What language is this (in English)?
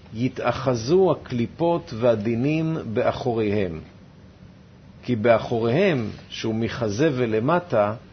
Hebrew